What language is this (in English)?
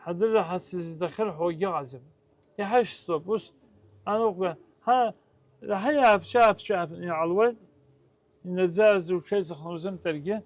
Abkhazian